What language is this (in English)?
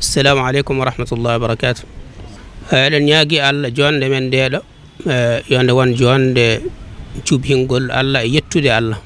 Fula